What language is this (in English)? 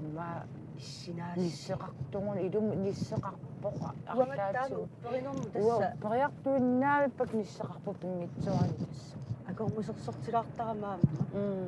Kalaallisut